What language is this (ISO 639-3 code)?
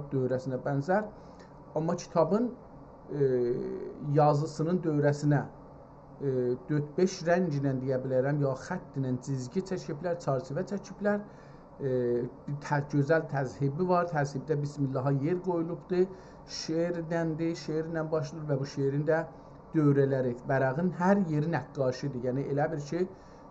azb